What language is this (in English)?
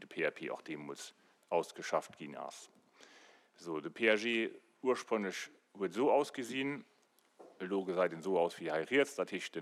Luxembourgish